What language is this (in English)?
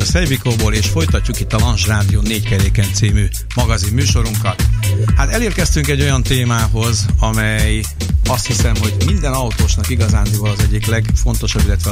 Hungarian